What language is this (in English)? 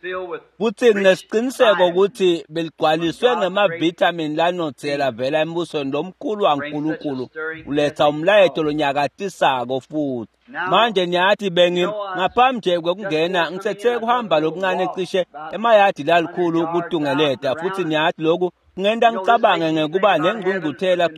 Swati